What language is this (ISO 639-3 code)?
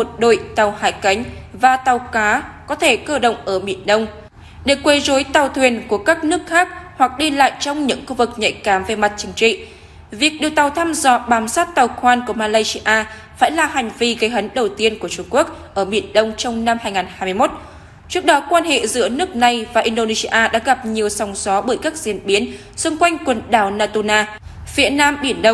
vie